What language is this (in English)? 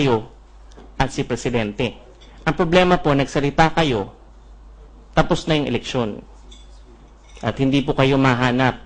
Filipino